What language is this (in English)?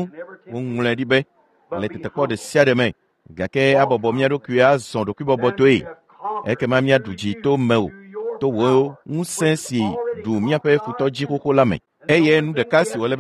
Ewe